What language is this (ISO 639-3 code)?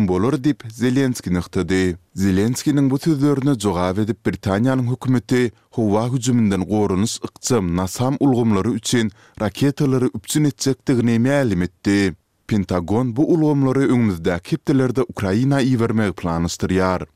tuk